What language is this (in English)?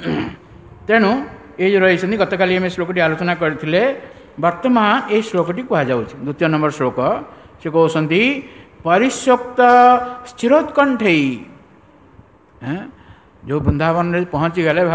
Odia